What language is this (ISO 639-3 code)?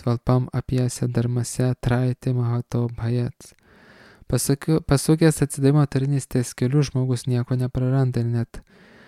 lit